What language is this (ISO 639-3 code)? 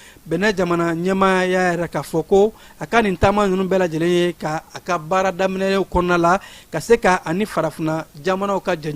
bam